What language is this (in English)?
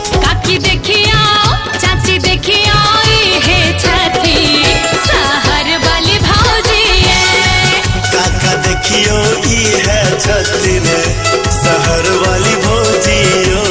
Maithili